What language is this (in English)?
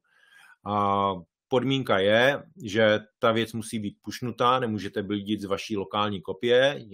Czech